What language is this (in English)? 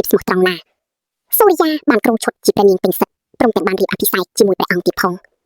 Khmer